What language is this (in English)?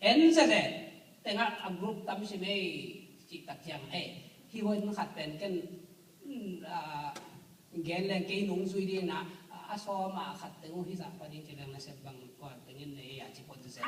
Tedim Chin